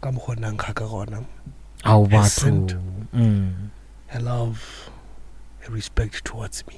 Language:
Northern Sotho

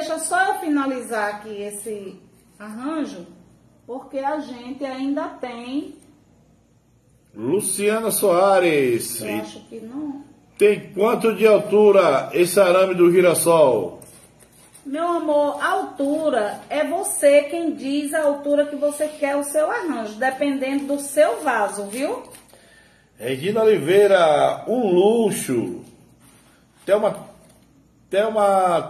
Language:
Portuguese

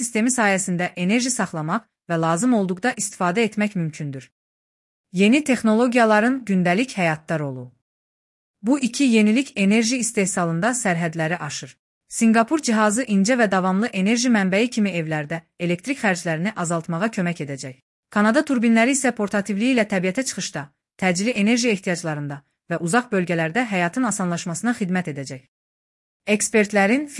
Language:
Azerbaijani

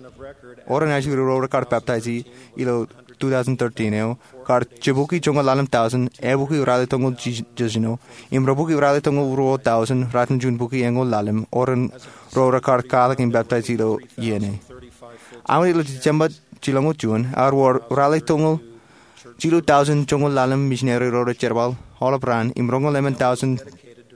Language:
Marshallese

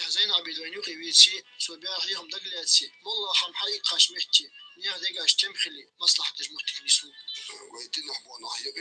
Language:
Ingush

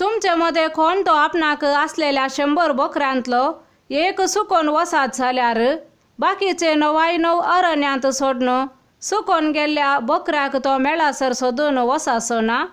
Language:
Konkani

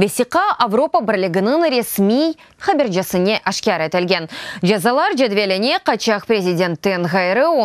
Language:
Crimean Tatar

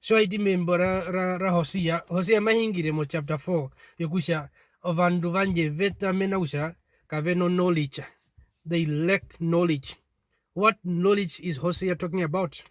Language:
Herero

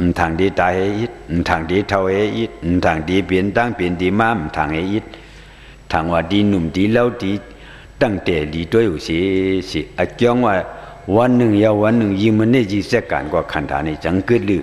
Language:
Shan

